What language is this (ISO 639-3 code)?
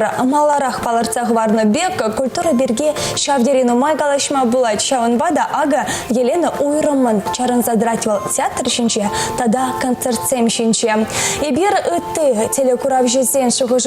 chv